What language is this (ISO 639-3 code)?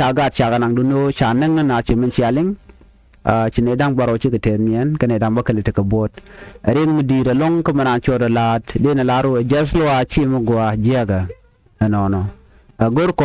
nus